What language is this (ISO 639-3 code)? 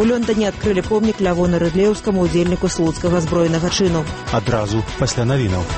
bel